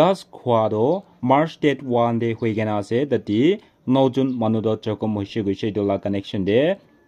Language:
Naga Pidgin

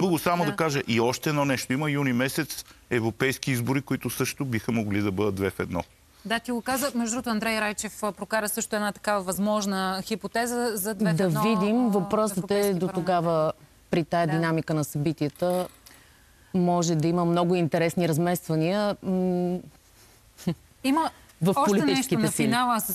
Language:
Bulgarian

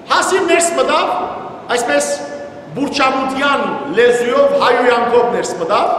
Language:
Western Armenian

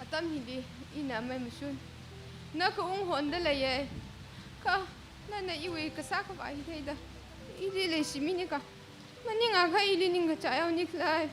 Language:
Tangkhul Naga (India)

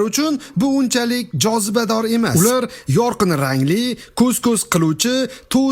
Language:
Uzbek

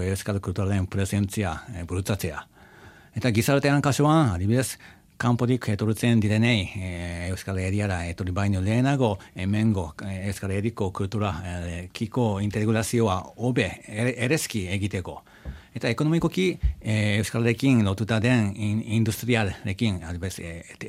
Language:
Basque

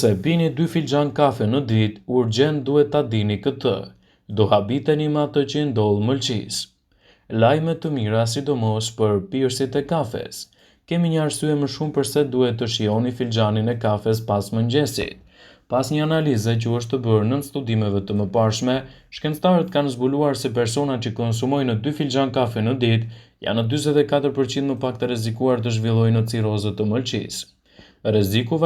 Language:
Albanian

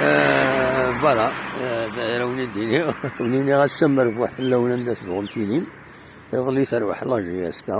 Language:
Kabyle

